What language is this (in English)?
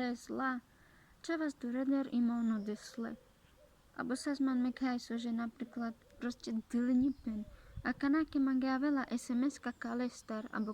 Carpathian Romani